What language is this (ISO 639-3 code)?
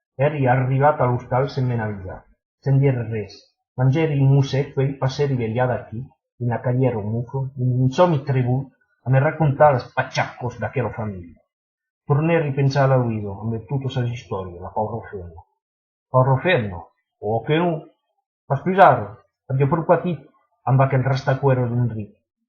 oci